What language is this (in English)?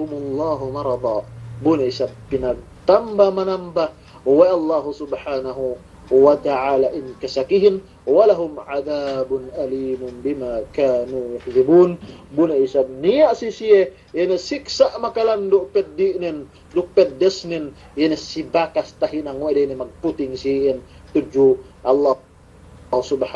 Yakan